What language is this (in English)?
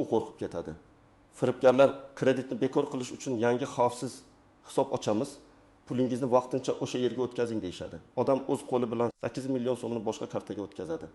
Uzbek